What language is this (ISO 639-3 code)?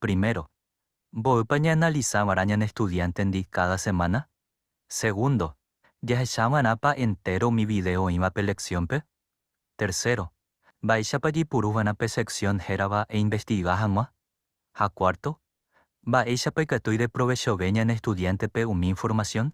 grn